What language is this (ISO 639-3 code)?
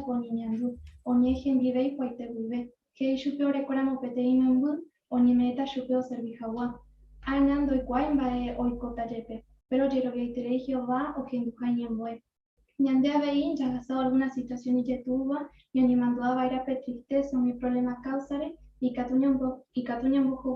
grn